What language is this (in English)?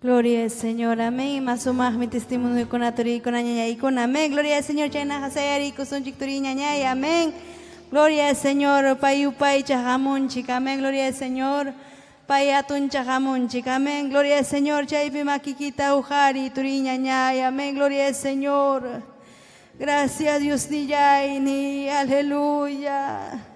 Ayacucho Quechua